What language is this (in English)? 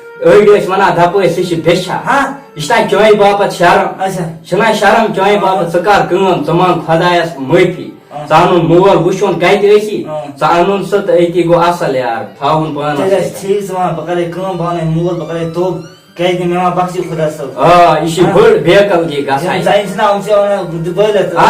Kashmiri